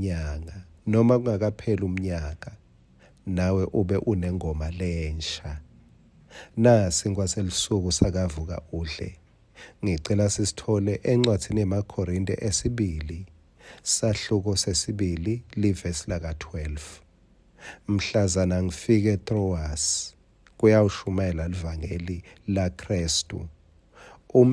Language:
Swati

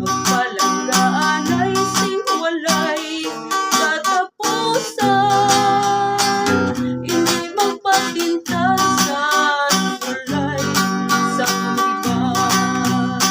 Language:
Hiligaynon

